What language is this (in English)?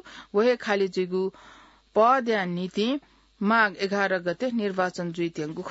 Newari